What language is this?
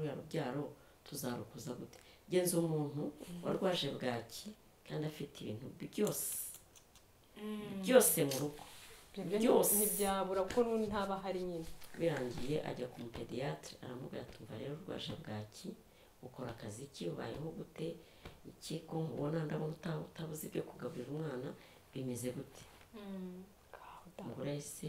Kinyarwanda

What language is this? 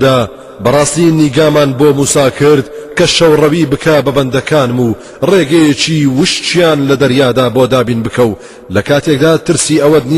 Central Kurdish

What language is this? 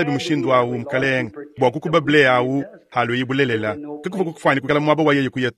Luba-Lulua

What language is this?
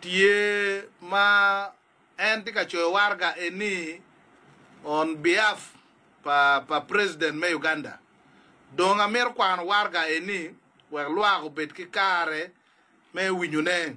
Acoli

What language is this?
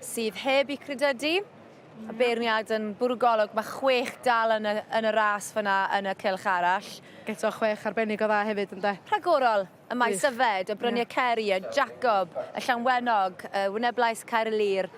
Welsh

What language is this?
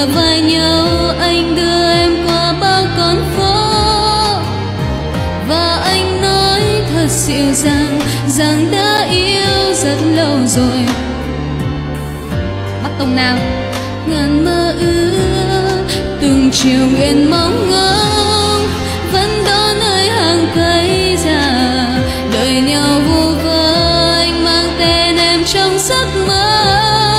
Vietnamese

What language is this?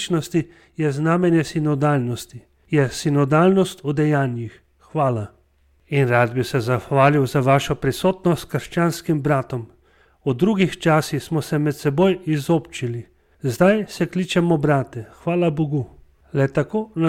Slovenian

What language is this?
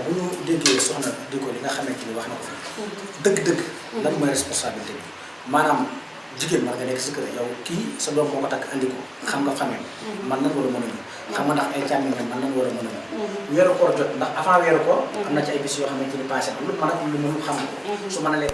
Wolof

